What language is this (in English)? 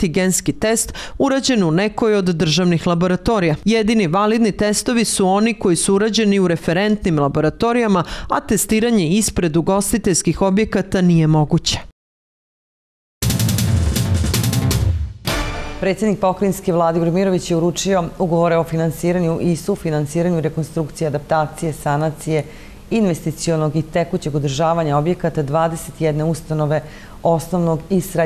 Serbian